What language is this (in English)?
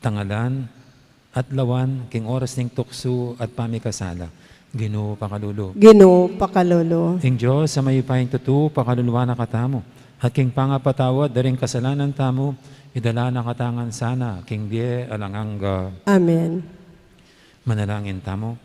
Pampanga